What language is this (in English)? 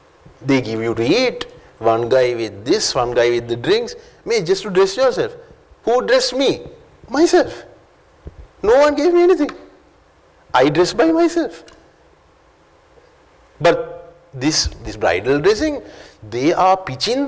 English